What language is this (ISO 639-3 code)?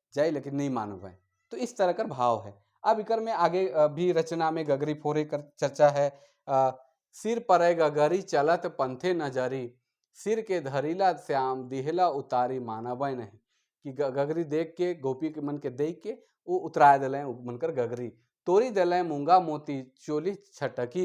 sck